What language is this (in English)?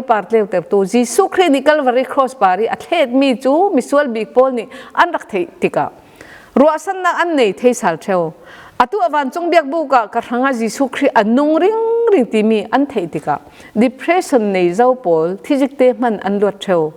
Falam Chin